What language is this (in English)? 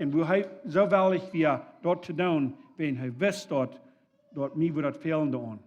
Plautdietsch